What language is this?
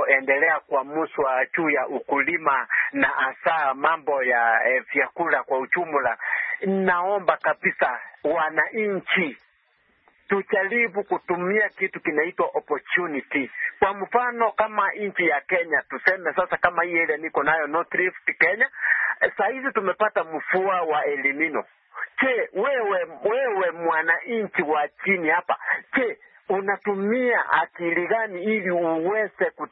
Swahili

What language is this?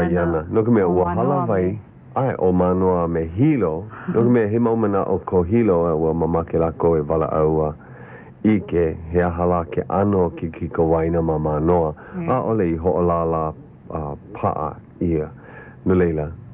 Hawaiian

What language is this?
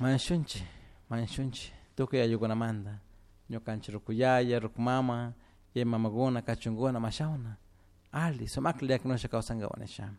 Chimborazo Highland Quichua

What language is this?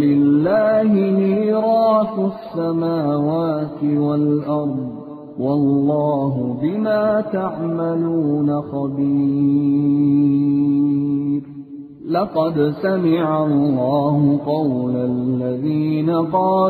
Arabic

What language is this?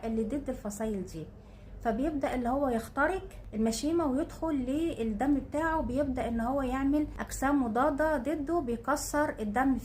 Egyptian Arabic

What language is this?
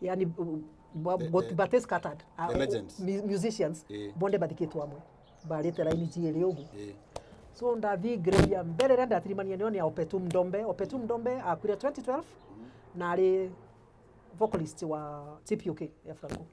Meru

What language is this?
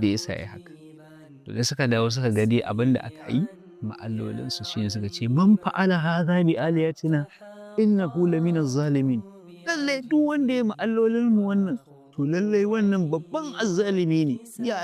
Hausa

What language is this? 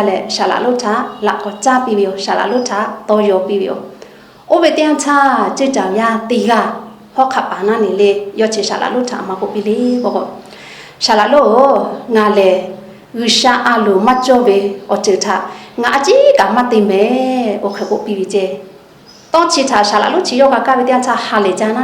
Lahu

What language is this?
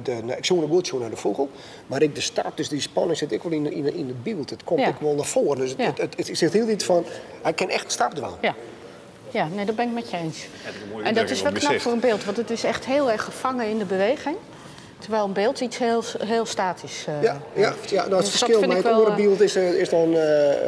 Western Frisian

